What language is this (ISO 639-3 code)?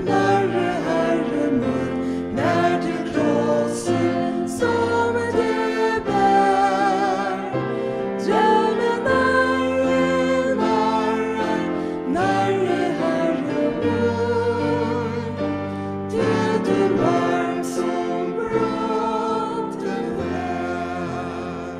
fao